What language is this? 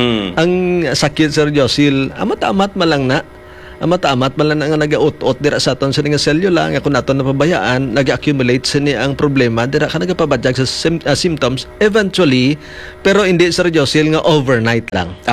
Hiligaynon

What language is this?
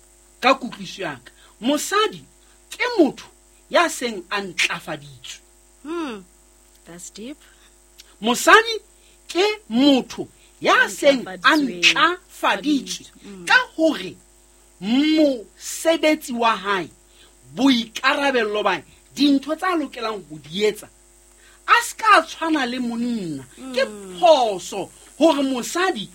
Southern Sotho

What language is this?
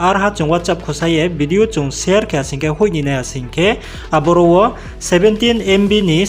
Riang (India)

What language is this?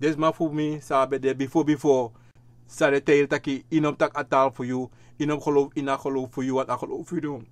Sranan Tongo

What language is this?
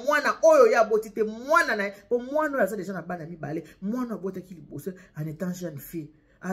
Lingala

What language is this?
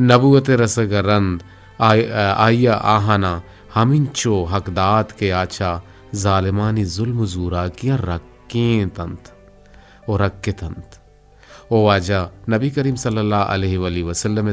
Eastern Balochi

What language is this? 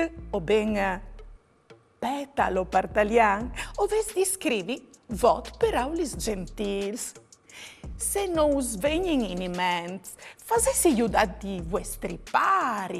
Friulian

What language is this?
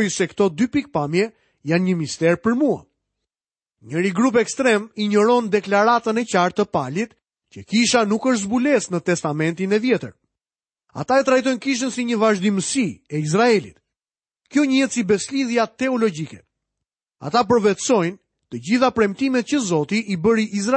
Albanian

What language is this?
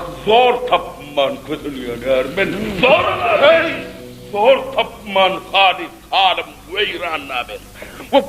Turkmen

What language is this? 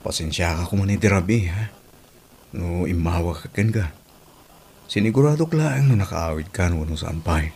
Iloko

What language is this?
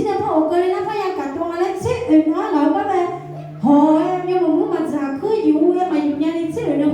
Akha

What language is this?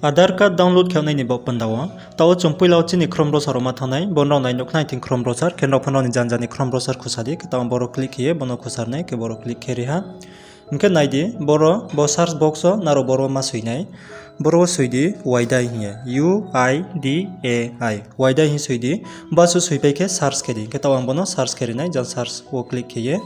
Riang (India)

